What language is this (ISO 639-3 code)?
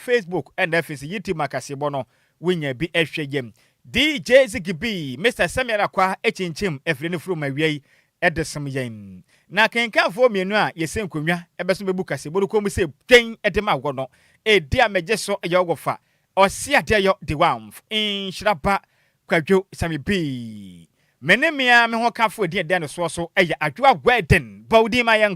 aka